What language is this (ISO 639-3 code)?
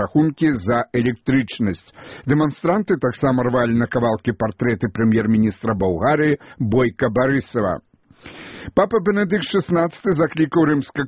bel